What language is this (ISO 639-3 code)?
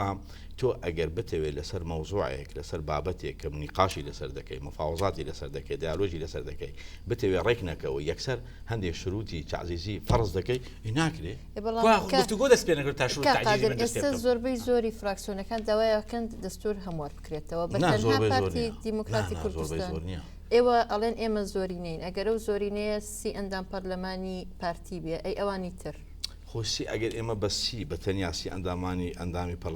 ckb